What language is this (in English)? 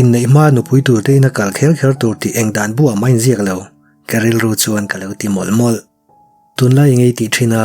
Mizo